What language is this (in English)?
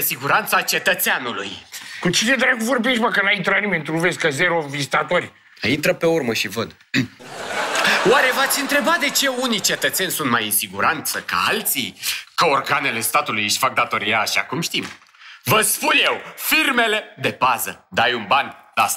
Romanian